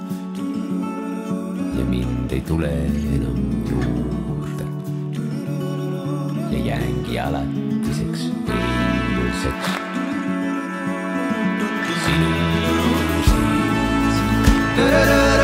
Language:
Estonian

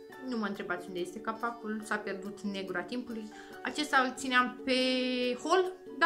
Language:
Romanian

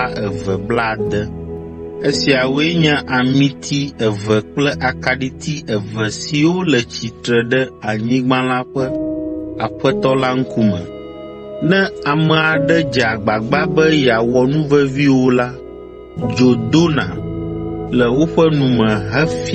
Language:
Ewe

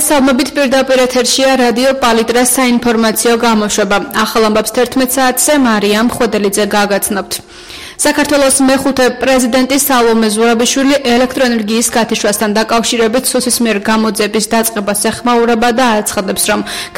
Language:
Georgian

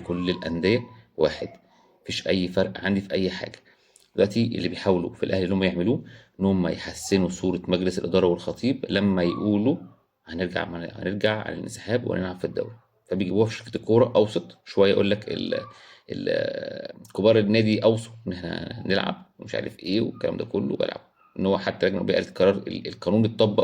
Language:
Egyptian Arabic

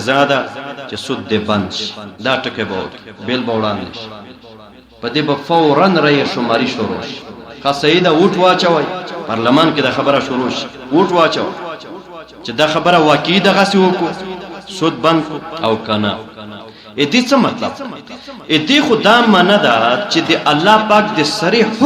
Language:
Pashto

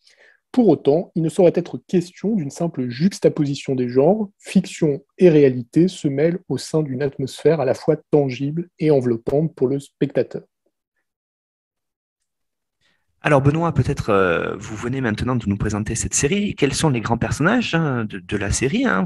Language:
French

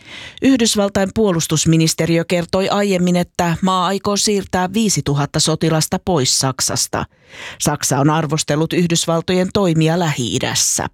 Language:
Finnish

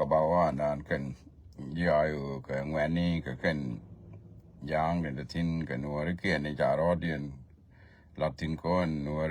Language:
Nuer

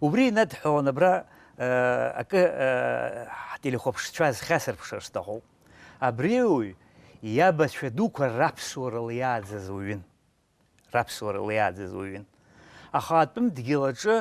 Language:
Abkhazian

